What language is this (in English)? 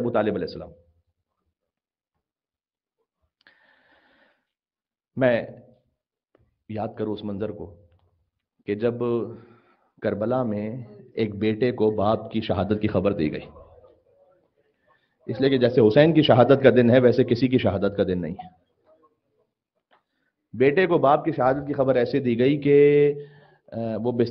Urdu